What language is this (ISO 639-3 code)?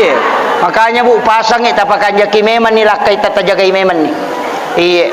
bug